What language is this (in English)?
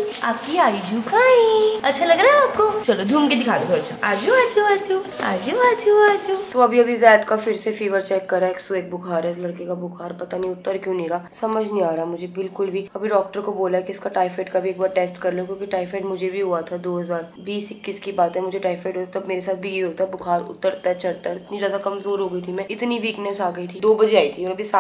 Hindi